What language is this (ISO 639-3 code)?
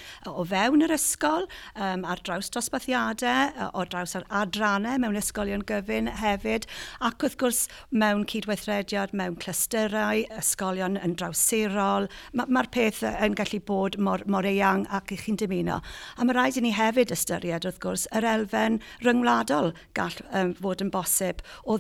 cym